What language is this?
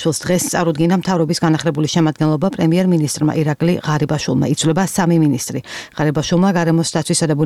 Georgian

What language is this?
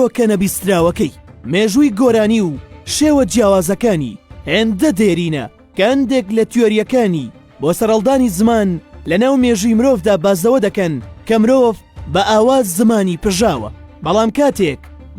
Central Kurdish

